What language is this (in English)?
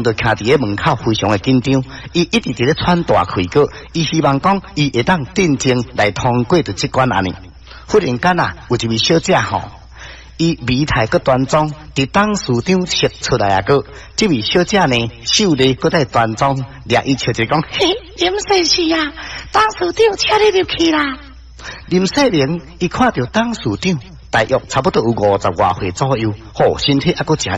Min Nan Chinese